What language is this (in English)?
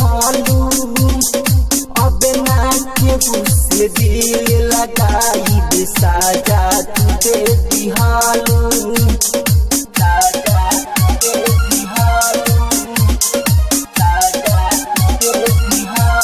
Bhojpuri